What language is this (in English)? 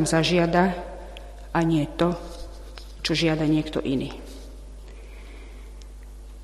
Slovak